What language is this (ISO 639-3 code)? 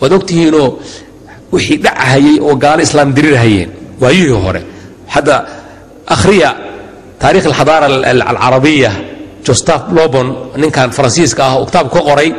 som